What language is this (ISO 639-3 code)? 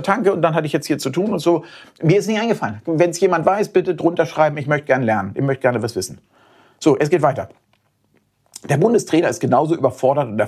deu